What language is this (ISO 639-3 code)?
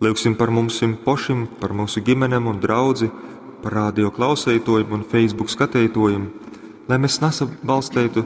ltg